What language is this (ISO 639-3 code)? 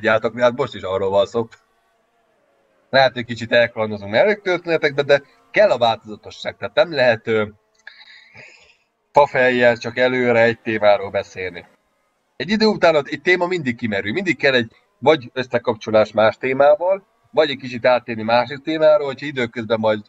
hun